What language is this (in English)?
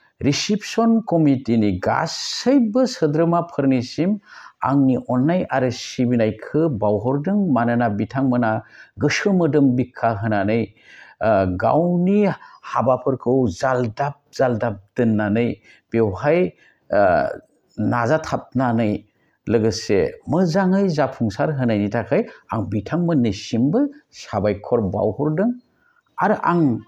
Bodo